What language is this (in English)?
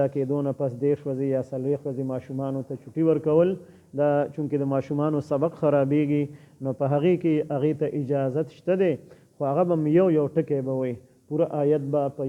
Pashto